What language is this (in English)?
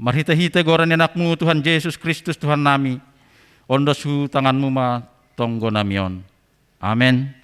Batak Simalungun